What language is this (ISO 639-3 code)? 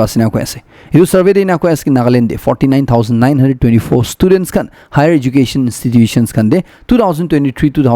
nag